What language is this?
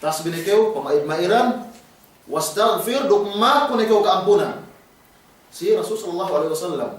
Yakan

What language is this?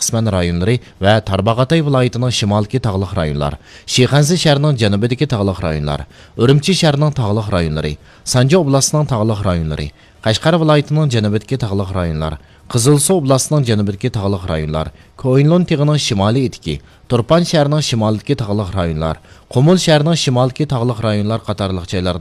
Uyghur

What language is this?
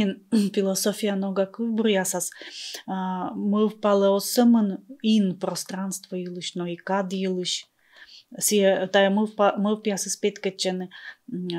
Komi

